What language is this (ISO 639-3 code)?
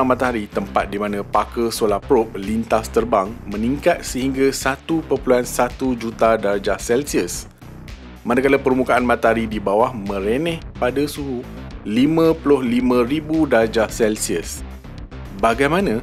msa